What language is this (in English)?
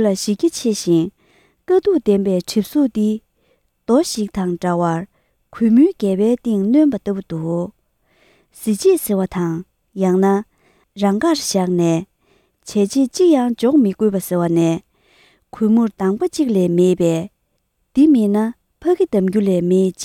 Tibetan